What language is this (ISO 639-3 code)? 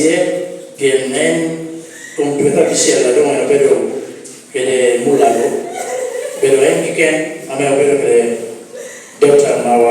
laj